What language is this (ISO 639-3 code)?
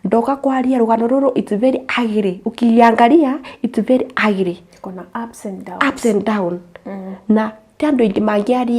kik